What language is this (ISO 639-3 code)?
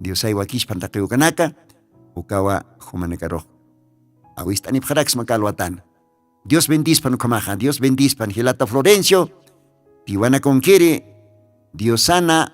aym